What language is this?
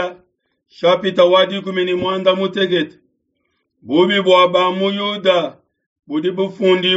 Luba-Lulua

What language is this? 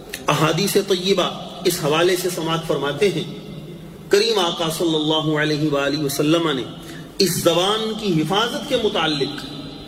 Urdu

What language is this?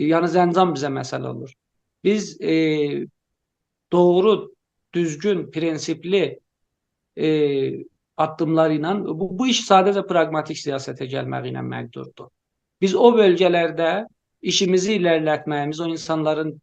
South Azerbaijani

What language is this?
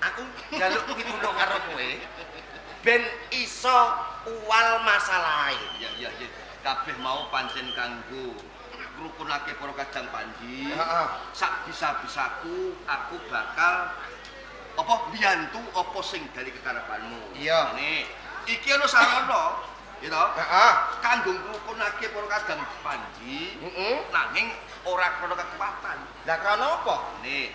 Javanese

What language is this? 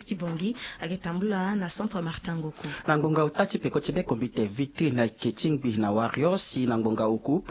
Sango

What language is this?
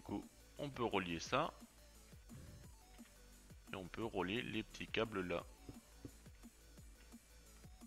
French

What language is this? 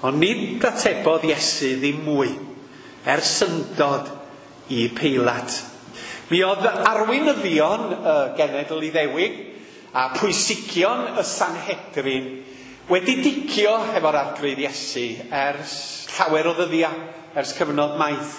Welsh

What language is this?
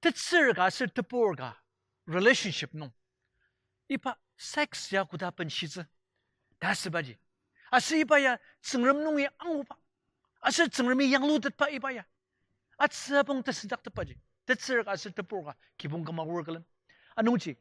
Ao Naga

